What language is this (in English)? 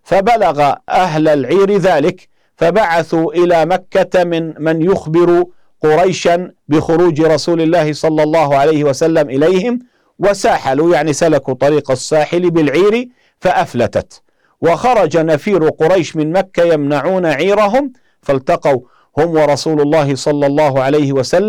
Arabic